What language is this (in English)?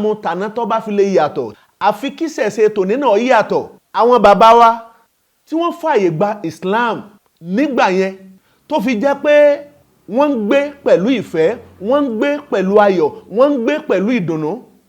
Yoruba